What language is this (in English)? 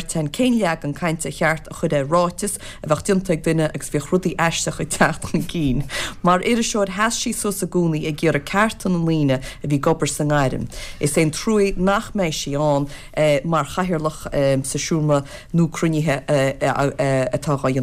Irish